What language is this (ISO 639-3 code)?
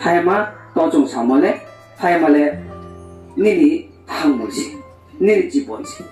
ria